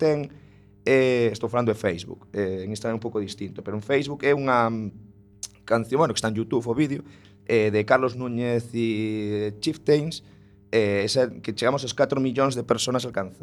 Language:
Galician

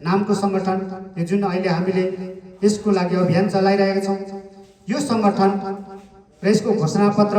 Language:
Nepali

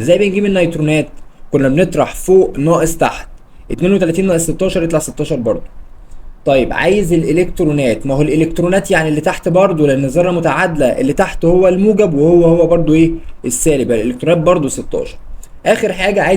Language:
Egyptian Arabic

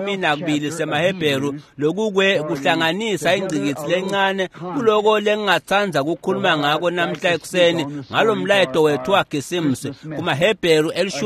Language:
Swati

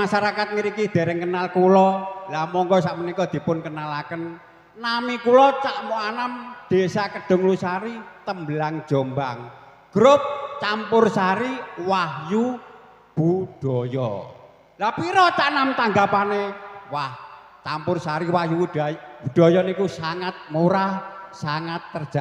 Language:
Javanese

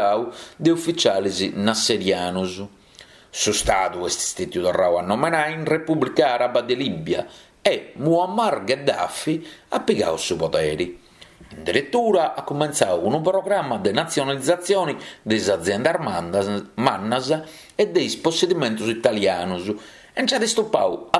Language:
Sardinian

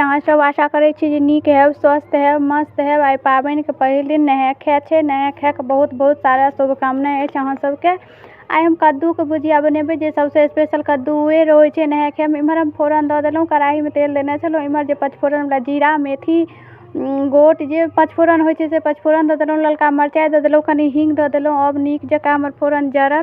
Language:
Maithili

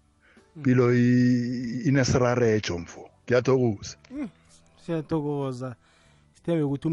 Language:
South Ndebele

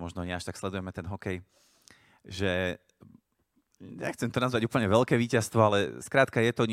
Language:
Slovak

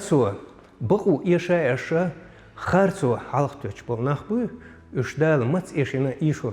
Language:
Chechen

